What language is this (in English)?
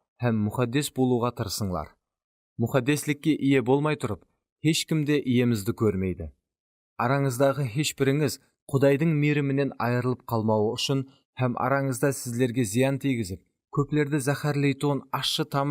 Kara-Kalpak